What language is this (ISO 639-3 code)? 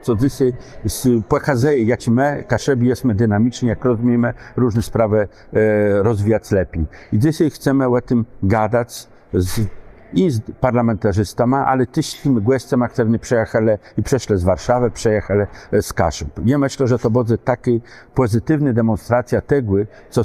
csb